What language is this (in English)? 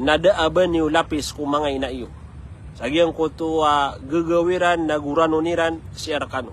Maranao